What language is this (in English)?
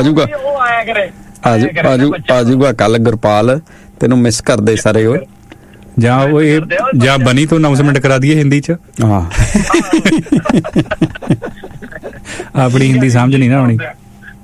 Punjabi